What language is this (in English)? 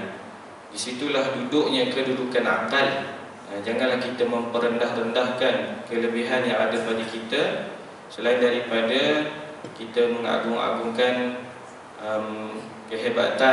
Malay